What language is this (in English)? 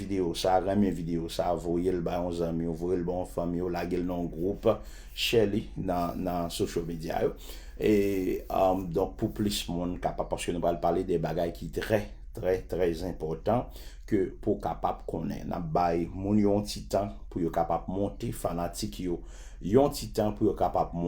Haitian Creole